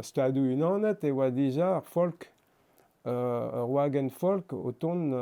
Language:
Breton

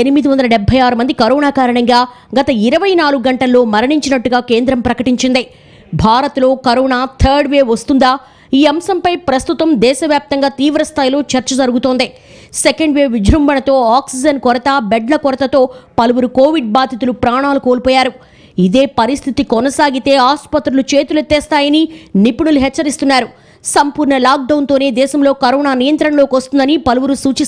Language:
Telugu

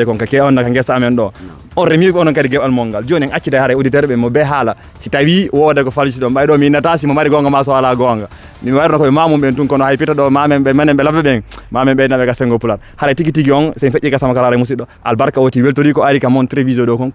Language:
Fula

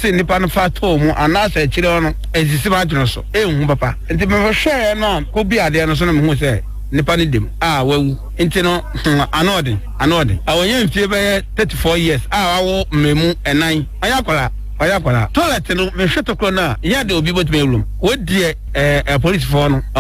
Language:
Akan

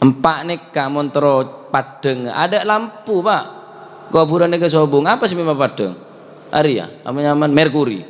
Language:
Madurese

